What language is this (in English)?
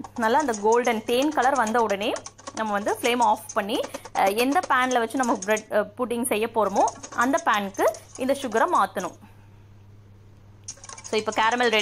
Tamil